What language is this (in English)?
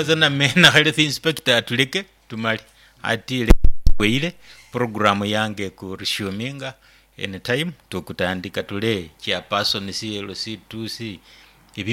Nyoro